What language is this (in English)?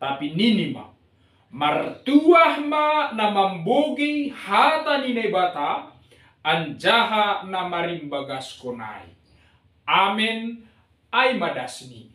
Batak Simalungun